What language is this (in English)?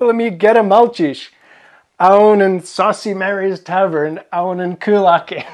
Scottish Gaelic